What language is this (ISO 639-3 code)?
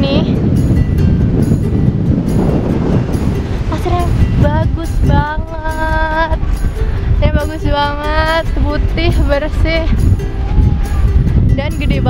ind